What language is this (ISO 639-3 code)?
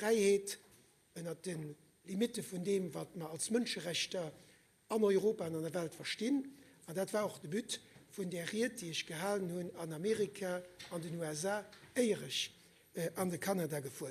ltz